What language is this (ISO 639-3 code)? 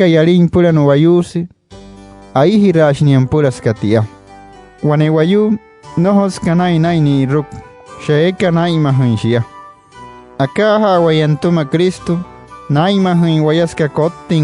guc